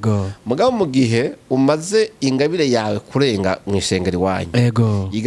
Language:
Rundi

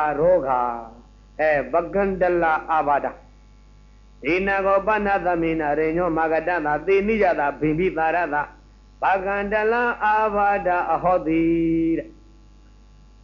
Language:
Burmese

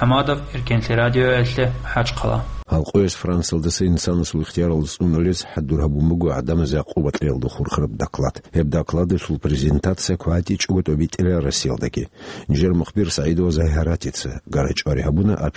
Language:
Avaric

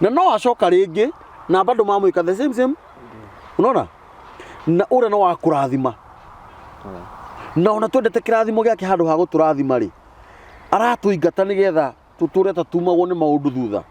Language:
Kikuyu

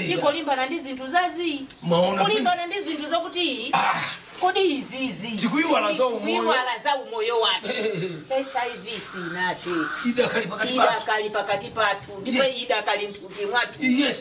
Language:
Nyanja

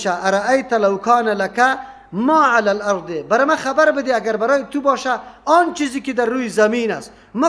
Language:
Persian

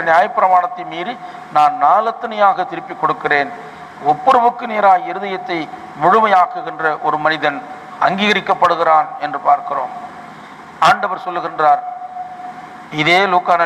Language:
Tamil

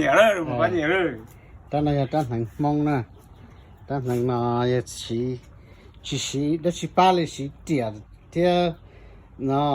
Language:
Hmong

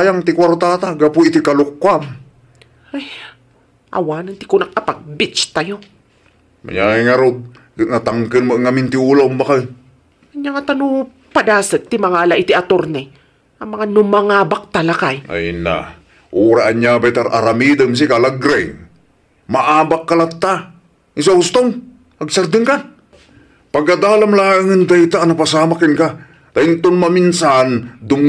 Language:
Iloko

